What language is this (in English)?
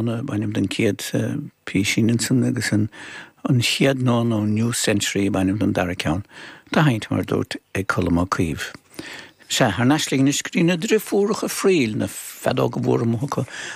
Irish